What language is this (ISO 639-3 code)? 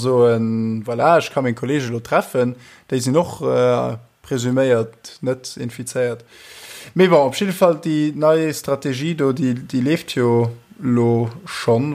ltz